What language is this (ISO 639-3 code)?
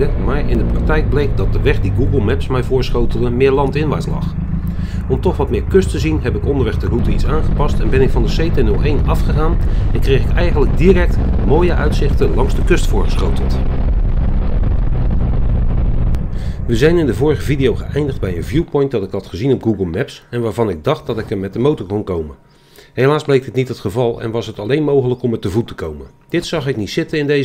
nld